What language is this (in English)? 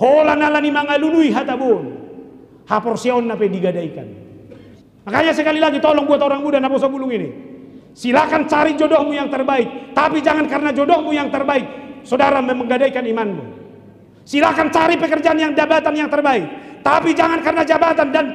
Batak Toba